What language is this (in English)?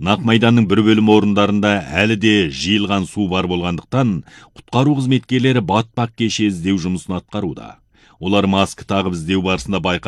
Kazakh